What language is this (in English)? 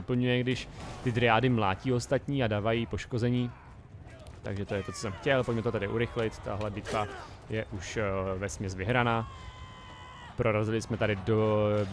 Czech